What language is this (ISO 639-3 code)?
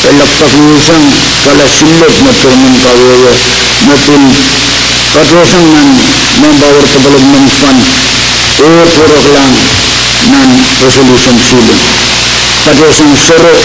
pon